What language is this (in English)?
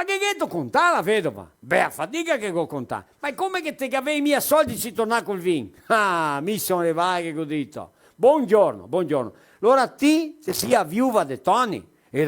Venetian